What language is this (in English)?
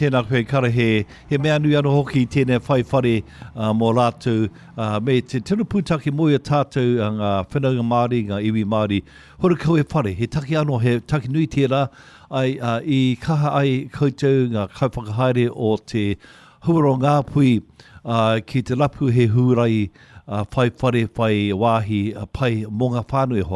Māori